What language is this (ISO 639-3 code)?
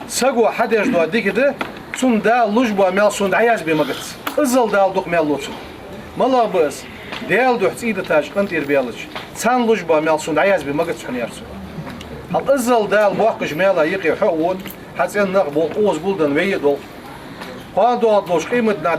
inh